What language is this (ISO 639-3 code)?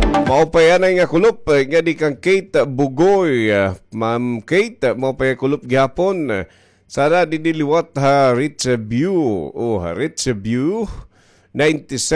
war